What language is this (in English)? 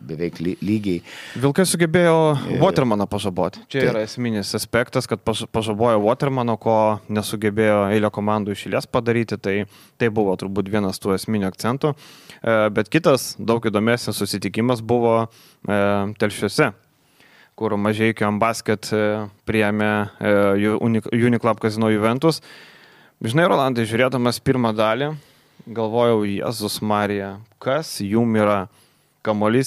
Lithuanian